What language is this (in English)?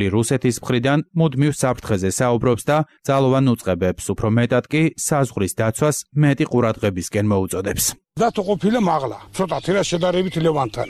Georgian